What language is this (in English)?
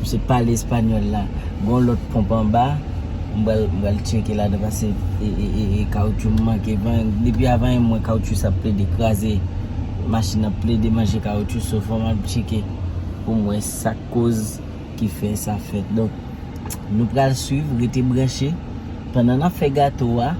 Haitian Creole